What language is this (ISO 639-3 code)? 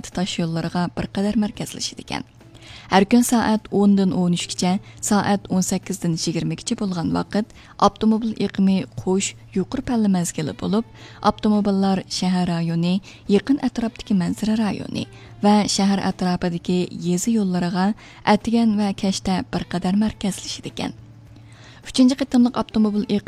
uig